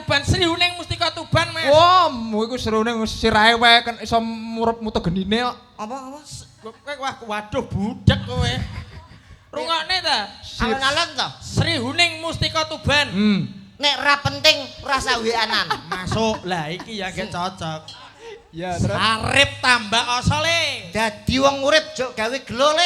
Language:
Javanese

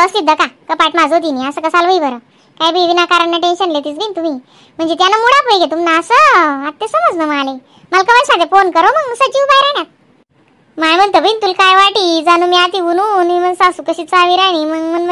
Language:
Khandesi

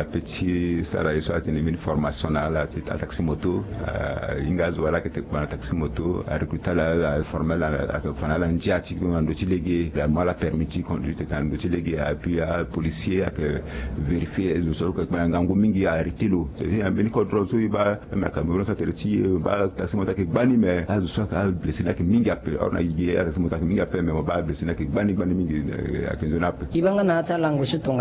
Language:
Sango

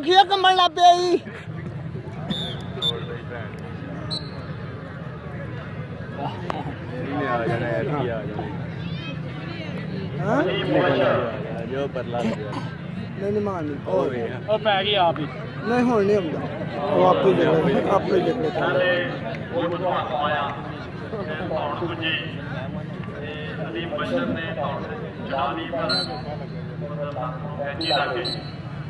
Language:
Punjabi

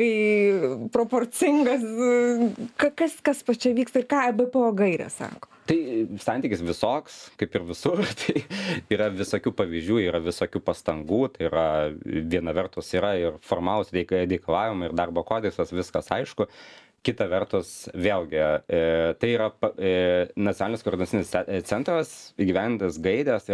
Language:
Lithuanian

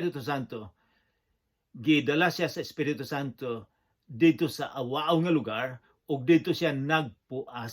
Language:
Cebuano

